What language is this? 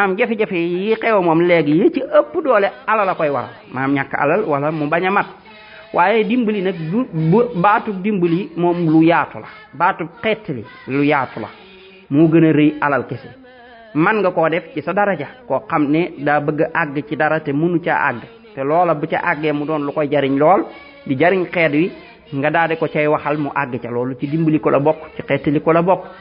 Wolof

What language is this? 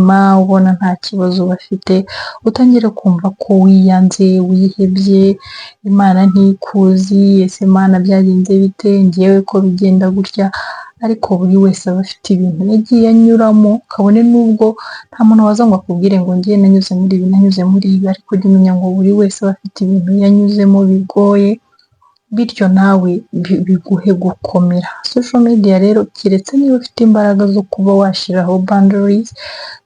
Kinyarwanda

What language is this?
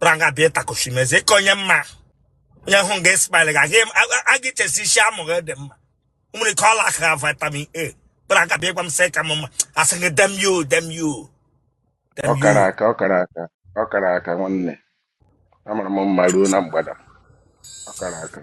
Igbo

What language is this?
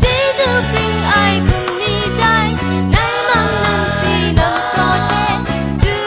Kachin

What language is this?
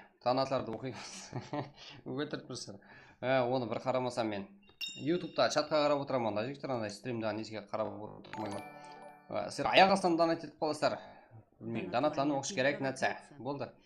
Kara-Kalpak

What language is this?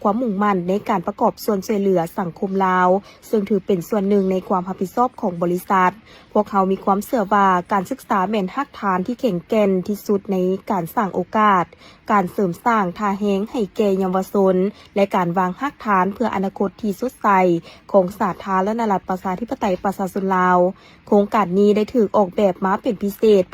Lao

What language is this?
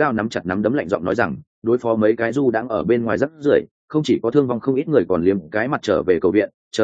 Vietnamese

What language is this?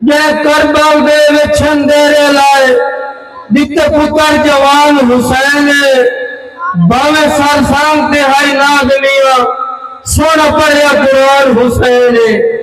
Saraiki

